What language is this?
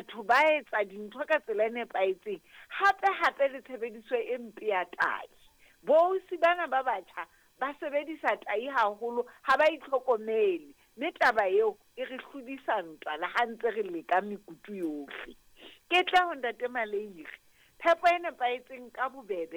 Southern Sotho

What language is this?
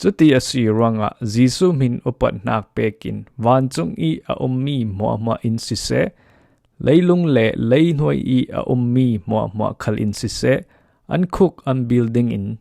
Falam Chin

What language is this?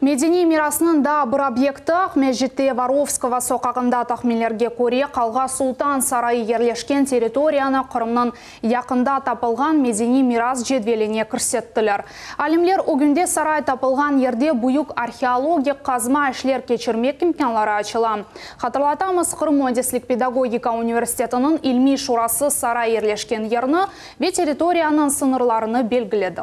Crimean Tatar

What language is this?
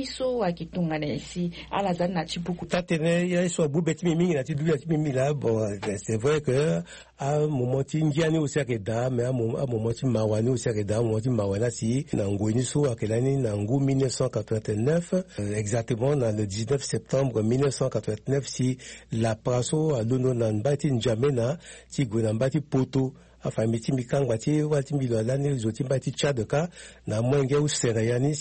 Sango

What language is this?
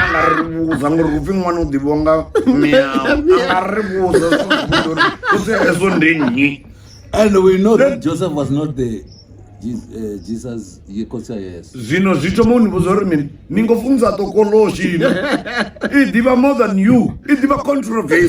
Venda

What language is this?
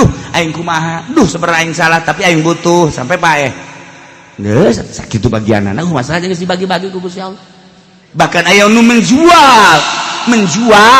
Sundanese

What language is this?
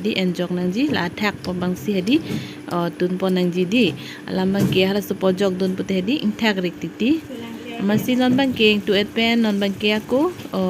Karbi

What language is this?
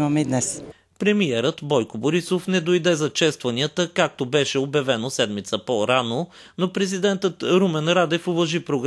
Bulgarian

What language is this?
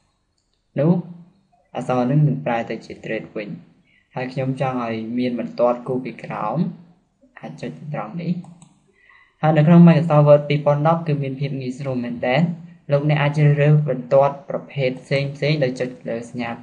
Khmer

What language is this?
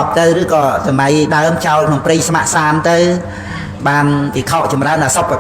Khmer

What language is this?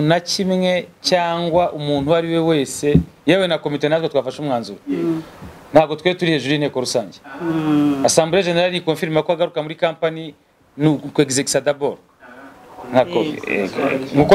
Kinyarwanda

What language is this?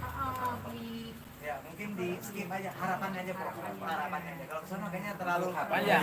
Betawi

